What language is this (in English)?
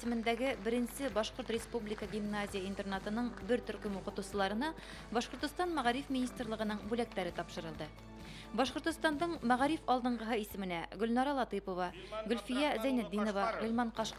Bashkir